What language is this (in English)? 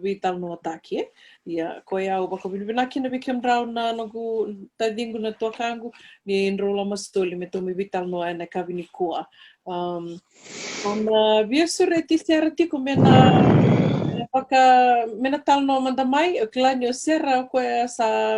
Fijian